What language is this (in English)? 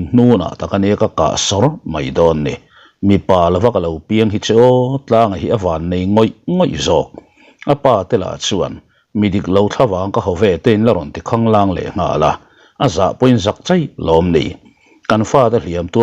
Mizo